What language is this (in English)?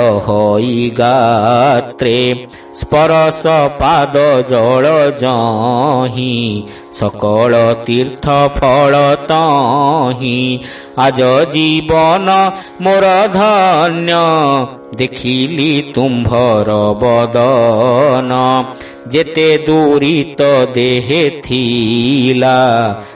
Odia